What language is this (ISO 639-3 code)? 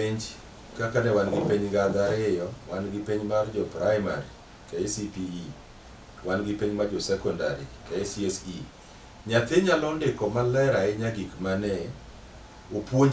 luo